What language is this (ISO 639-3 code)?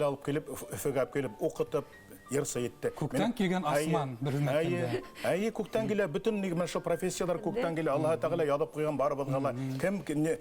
bak